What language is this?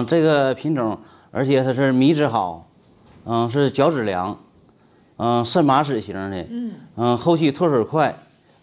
Chinese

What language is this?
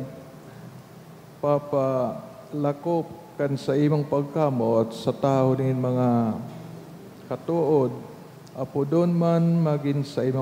Bikol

